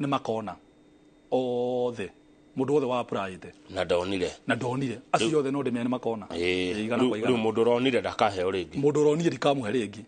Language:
Kikuyu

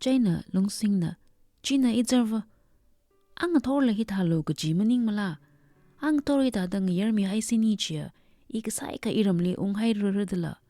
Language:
Tangkhul Naga (India)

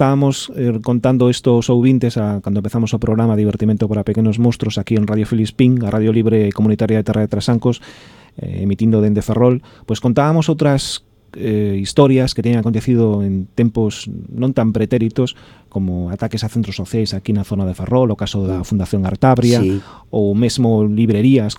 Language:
Galician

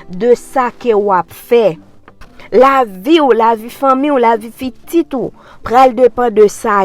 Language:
Haitian Creole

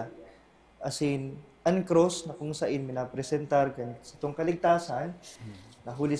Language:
Bikol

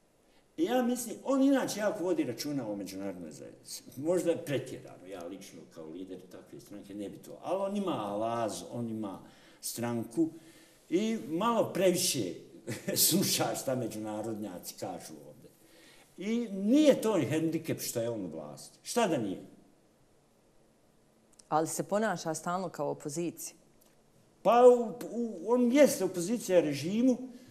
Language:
Bosnian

